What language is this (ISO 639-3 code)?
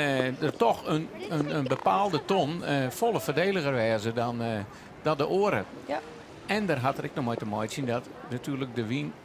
fry